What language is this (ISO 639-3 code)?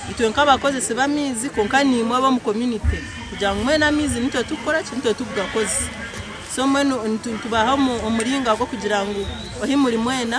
nyn